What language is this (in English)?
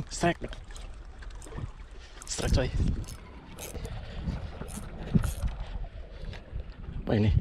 Indonesian